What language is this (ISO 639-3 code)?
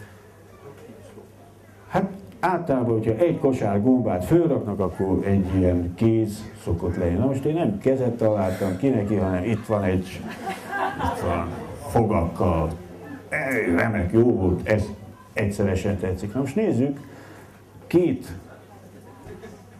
hun